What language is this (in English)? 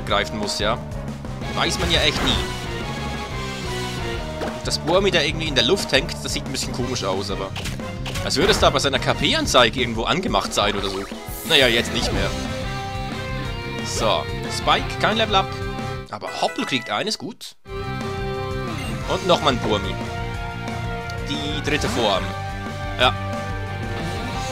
German